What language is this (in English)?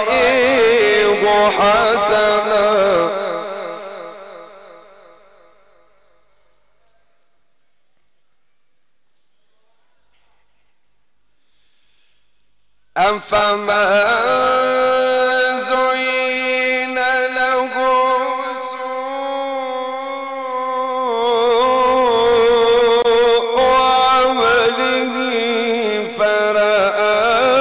Arabic